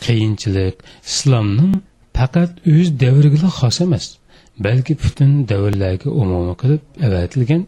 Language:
Uyghur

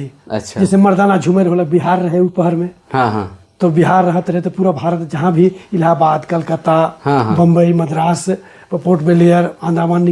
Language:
Sadri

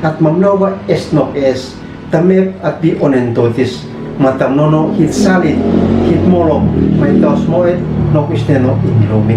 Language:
Uab Meto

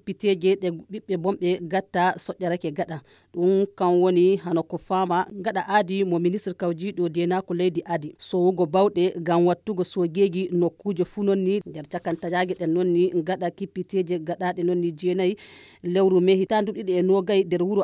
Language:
Nigerian Fulfulde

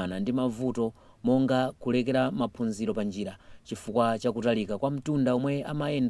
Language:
Nyanja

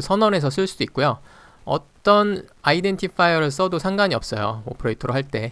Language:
Korean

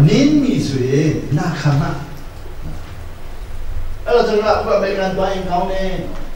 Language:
Burmese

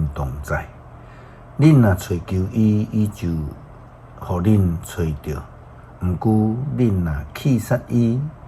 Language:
Min Nan Chinese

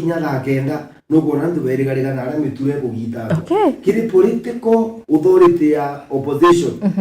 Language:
Meru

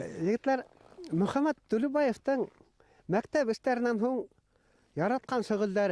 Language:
Bashkir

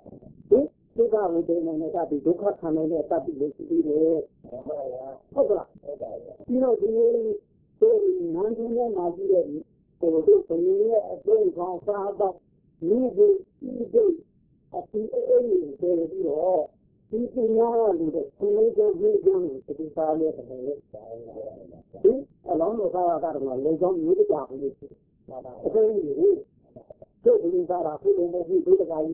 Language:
Burmese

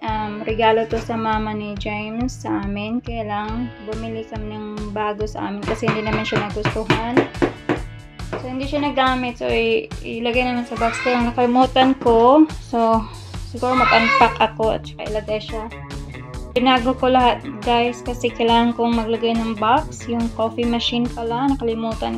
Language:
Filipino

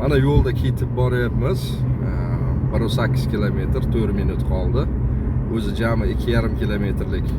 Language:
Uzbek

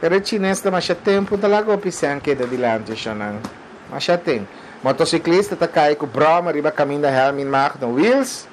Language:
Papiamento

